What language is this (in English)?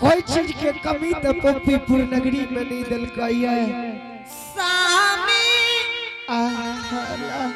Angika